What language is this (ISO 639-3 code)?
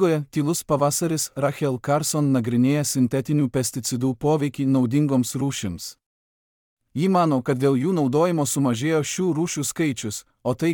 lit